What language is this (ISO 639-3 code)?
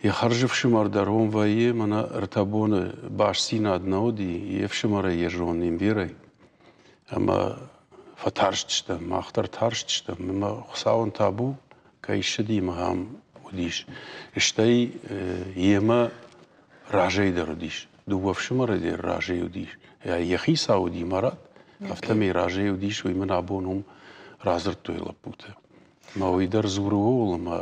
oss